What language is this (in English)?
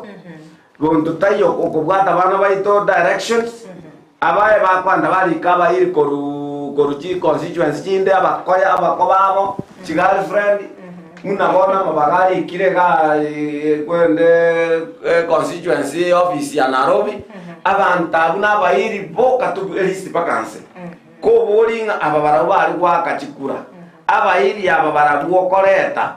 Gusii